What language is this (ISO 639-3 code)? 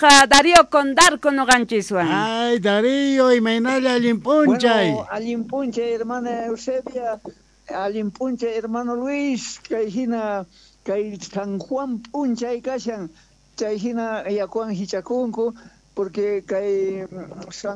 quh